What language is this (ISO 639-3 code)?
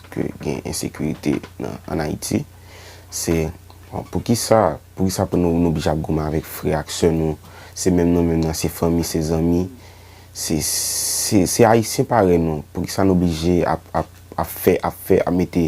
hat